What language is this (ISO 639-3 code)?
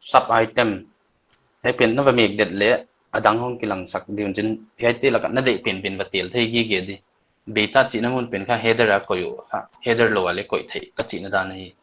pck